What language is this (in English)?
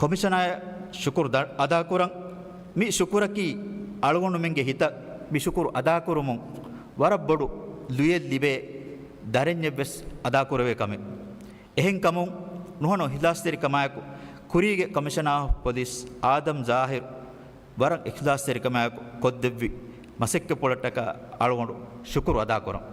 Divehi